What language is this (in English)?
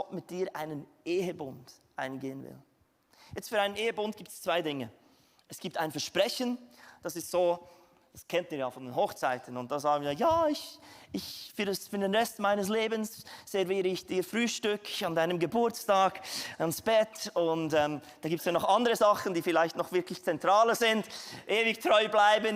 Swiss German